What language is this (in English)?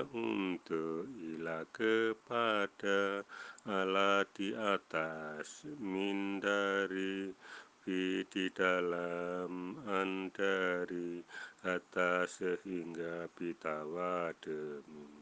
Javanese